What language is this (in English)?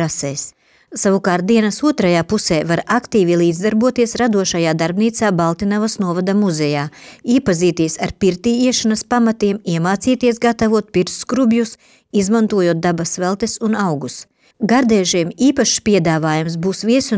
Latvian